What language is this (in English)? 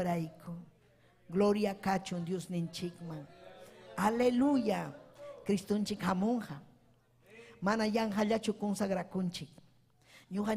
Ayacucho Quechua